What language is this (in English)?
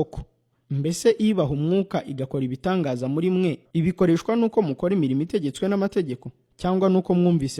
Kinyarwanda